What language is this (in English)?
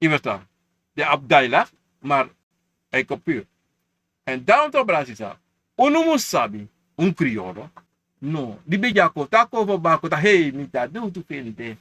Sranan Tongo